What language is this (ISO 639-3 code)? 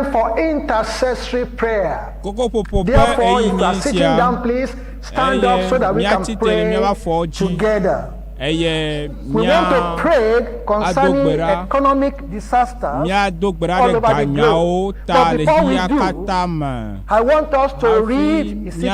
ewe